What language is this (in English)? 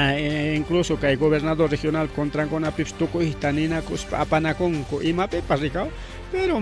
Ayacucho Quechua